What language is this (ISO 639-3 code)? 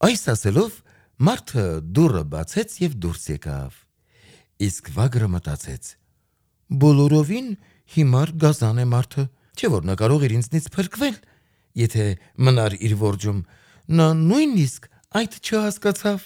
hye